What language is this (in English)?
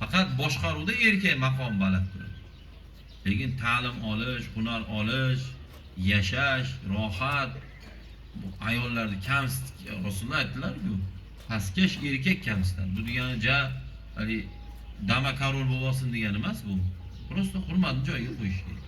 Uzbek